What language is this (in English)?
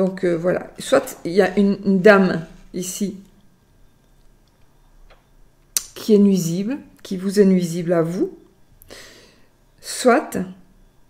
French